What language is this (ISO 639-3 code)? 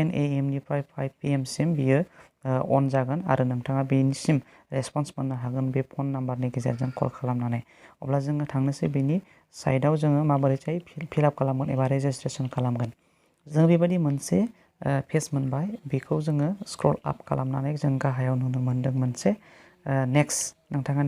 brx